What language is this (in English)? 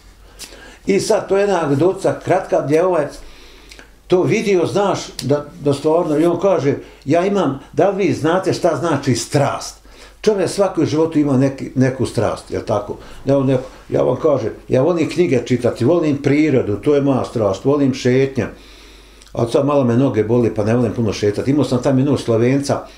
Bosnian